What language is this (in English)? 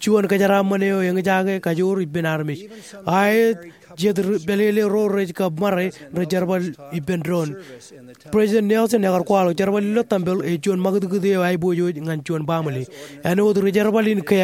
Marshallese